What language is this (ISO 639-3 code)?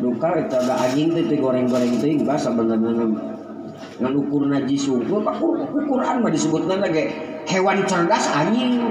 sun